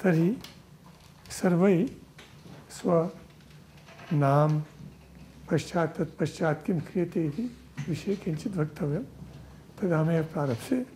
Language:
Sanskrit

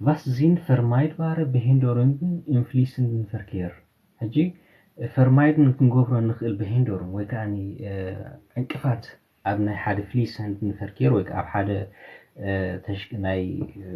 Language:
Tigrinya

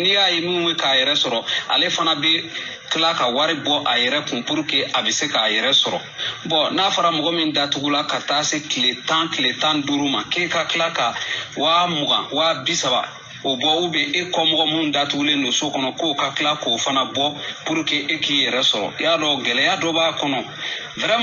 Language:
Bambara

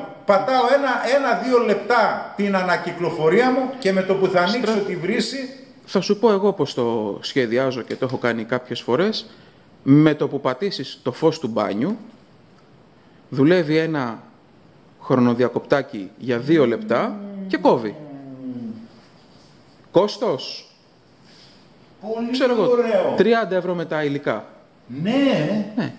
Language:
Greek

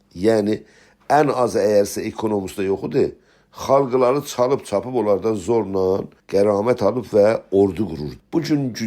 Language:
South Azerbaijani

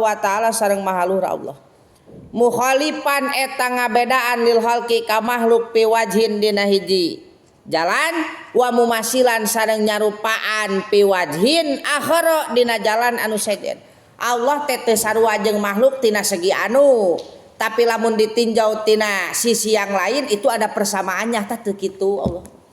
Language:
Sundanese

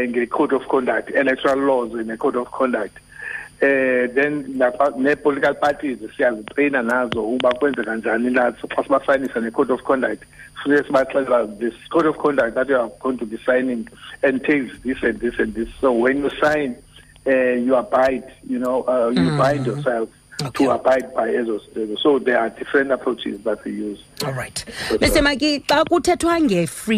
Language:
Xhosa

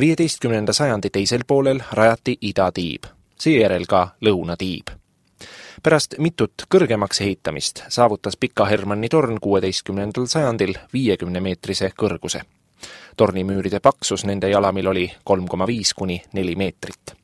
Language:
Estonian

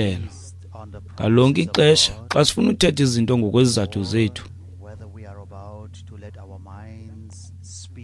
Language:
Xhosa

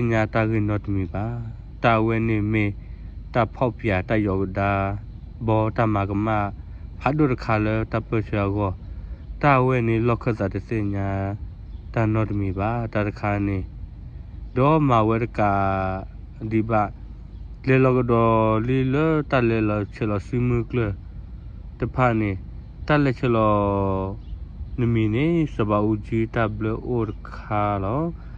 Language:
S'gaw Karen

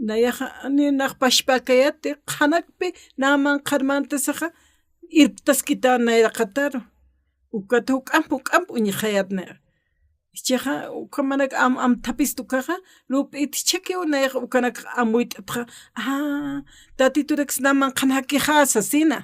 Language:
Aymara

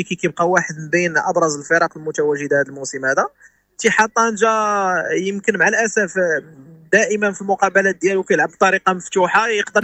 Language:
Moroccan Arabic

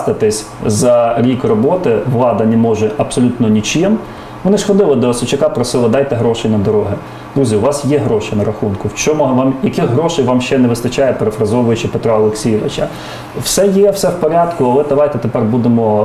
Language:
Ukrainian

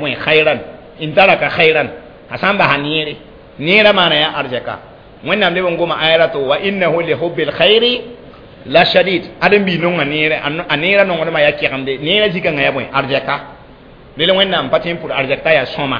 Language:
Mossi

